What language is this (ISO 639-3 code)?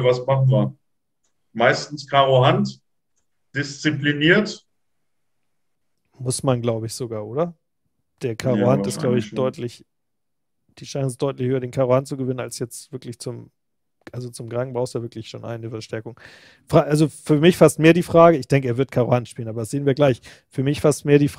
deu